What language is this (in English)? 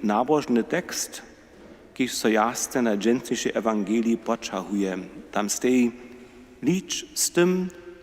Upper Sorbian